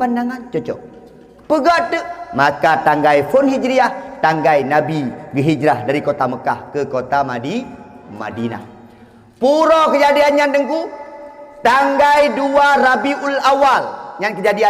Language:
Achinese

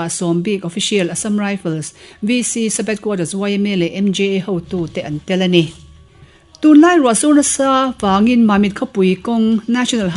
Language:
Mizo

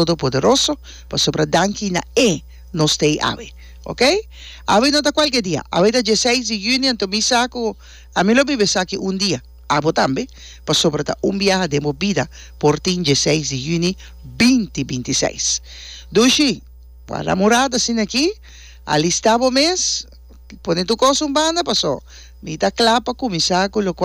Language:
Papiamento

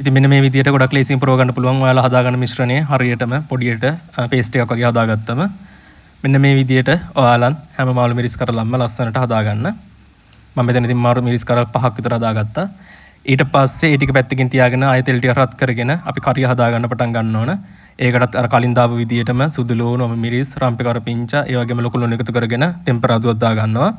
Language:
Sinhala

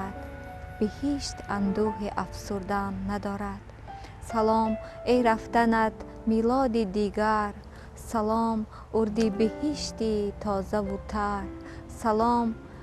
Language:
Tajik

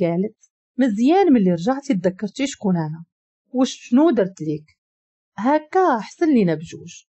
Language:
Moroccan Arabic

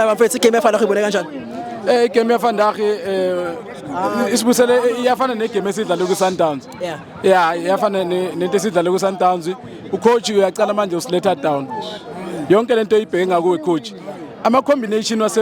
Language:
Zulu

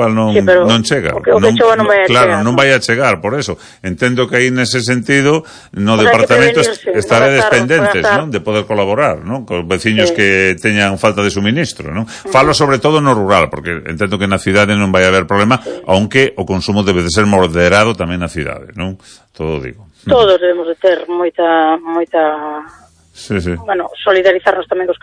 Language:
Galician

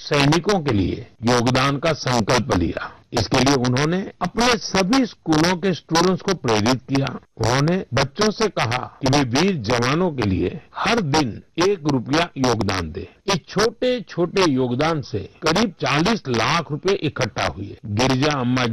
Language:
Hindi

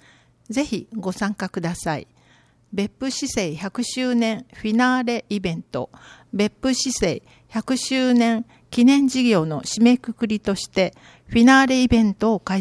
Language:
Japanese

